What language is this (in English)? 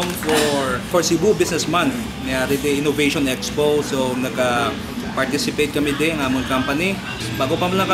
Hiligaynon